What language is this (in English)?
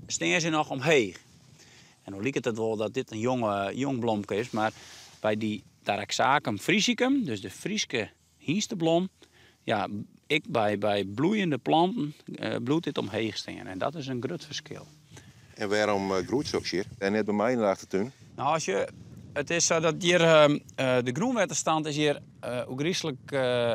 Western Frisian